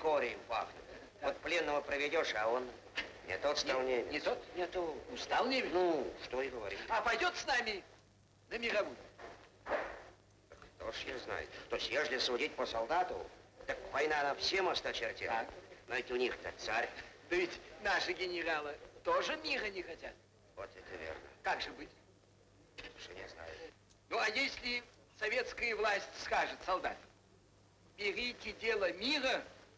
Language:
Russian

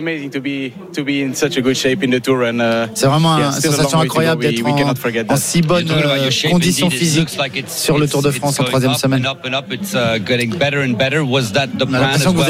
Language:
French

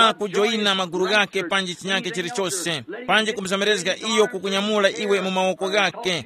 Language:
Tumbuka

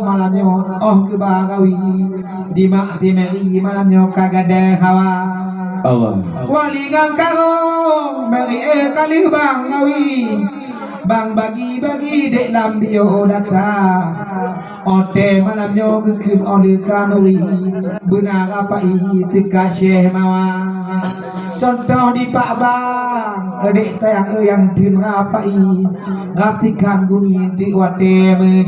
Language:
Achinese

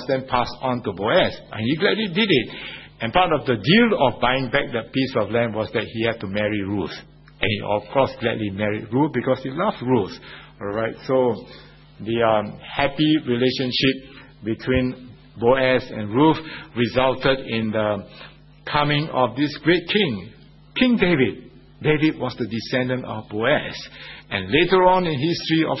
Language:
English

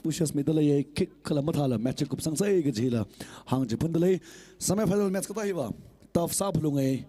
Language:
Tangkhul Naga (India)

